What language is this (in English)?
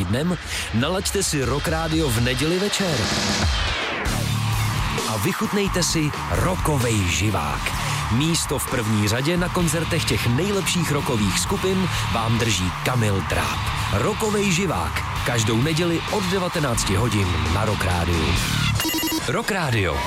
Czech